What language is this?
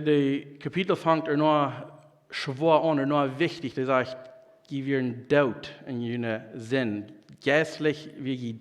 Plautdietsch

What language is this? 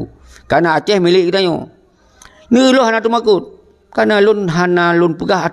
Achinese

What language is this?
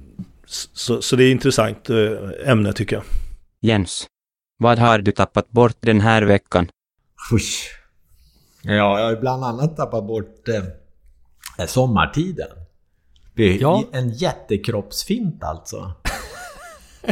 Swedish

